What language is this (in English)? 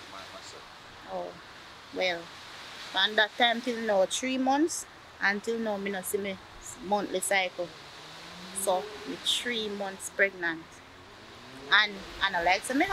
Jamaican Creole English